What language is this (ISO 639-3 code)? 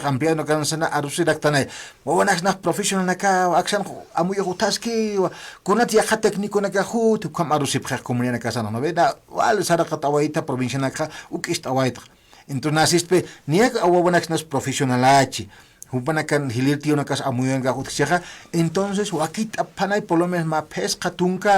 aym